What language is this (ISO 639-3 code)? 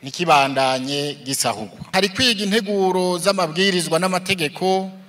run